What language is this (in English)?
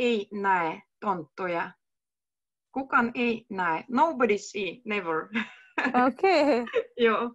Finnish